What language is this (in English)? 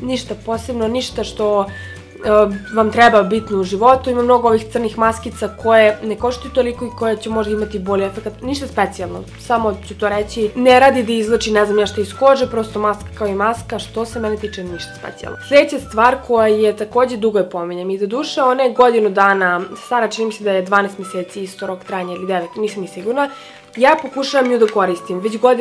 Serbian